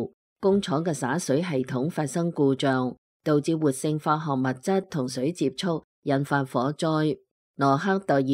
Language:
Cantonese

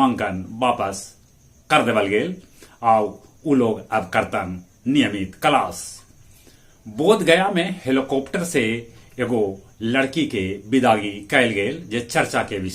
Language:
Magahi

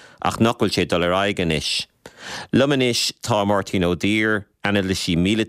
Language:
Irish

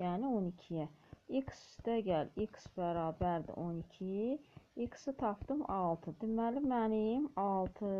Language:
Azerbaijani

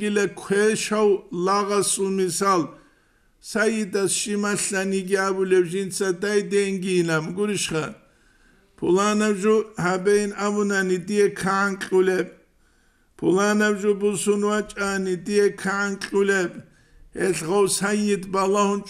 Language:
Avaric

